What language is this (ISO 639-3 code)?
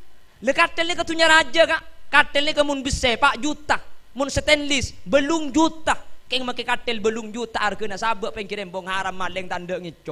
mad